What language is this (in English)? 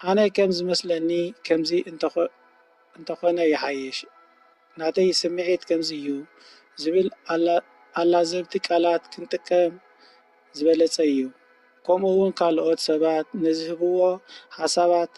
Tigrinya